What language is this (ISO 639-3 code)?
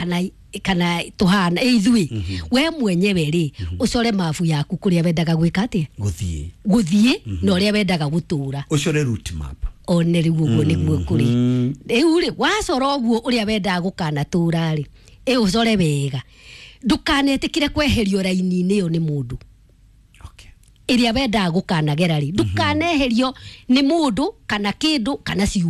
kik